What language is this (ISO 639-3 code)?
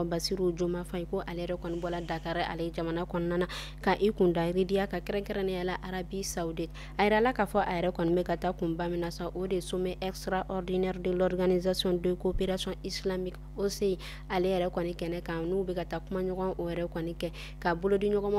bam